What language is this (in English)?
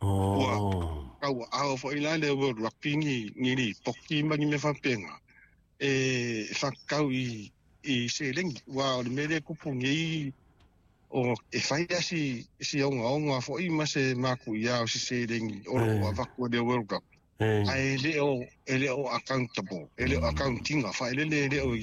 Samoan